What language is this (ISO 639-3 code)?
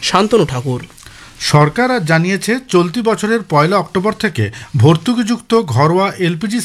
ben